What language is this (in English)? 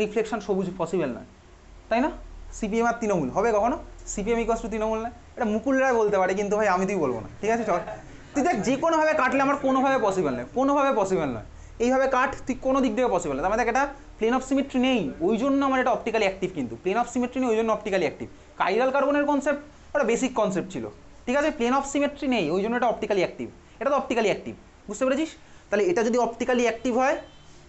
Bangla